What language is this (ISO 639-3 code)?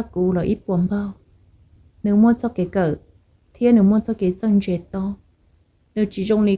hmn